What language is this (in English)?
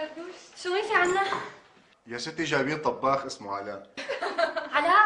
North Levantine Arabic